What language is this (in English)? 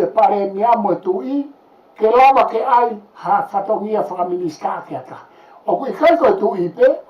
Tongan